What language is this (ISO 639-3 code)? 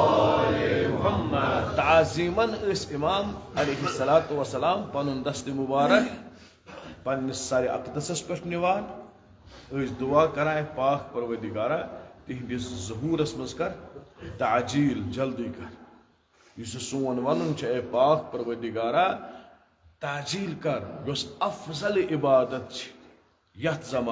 kas